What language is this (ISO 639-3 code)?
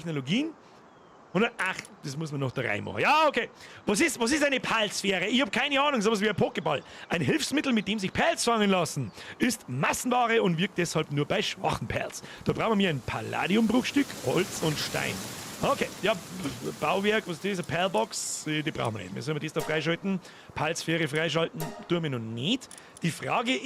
bar